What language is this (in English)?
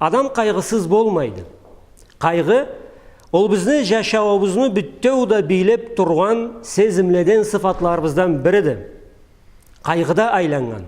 Karachay-Balkar